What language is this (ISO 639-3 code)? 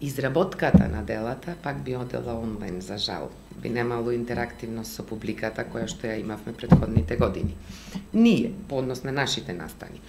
mkd